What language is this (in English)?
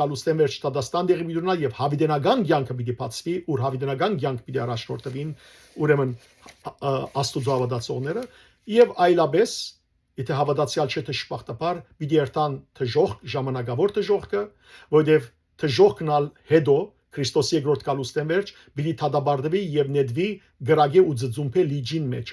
Western Armenian